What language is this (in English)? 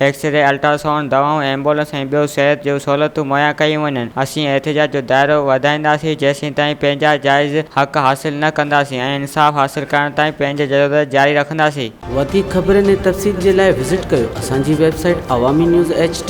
Sindhi